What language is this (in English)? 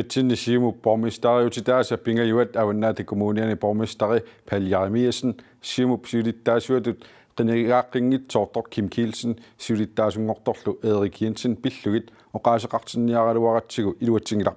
Kalaallisut